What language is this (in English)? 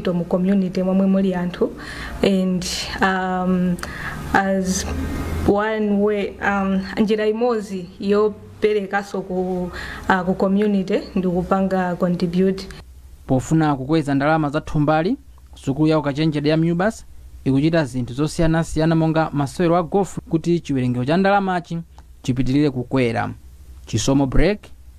Nyanja